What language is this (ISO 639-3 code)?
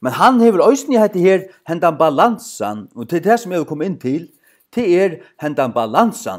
fao